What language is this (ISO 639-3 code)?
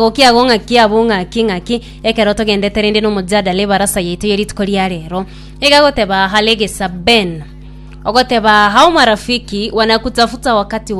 guz